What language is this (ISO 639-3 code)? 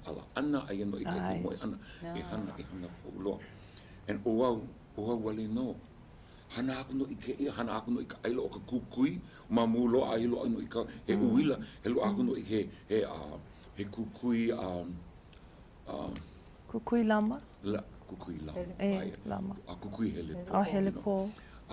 haw